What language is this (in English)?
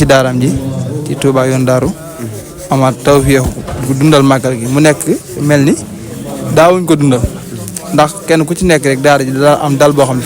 Wolof